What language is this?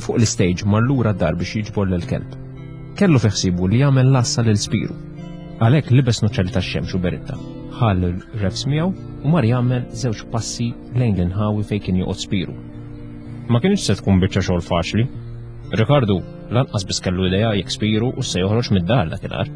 Maltese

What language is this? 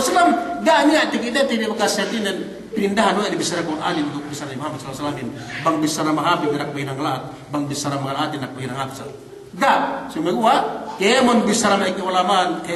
Yakan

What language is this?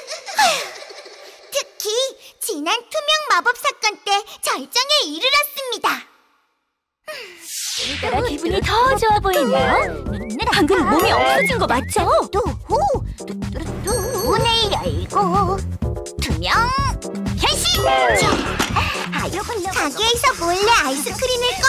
Korean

